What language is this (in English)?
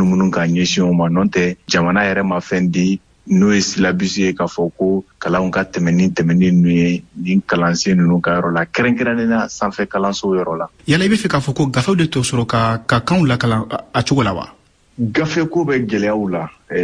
Bambara